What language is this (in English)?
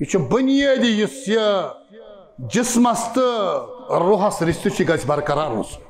Kashmiri